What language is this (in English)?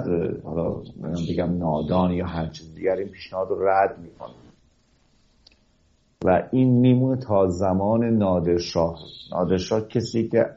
Persian